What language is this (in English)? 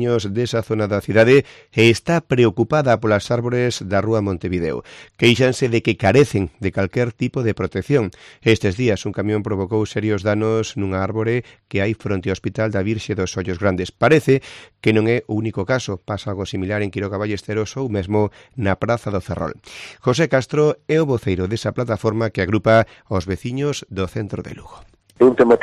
Galician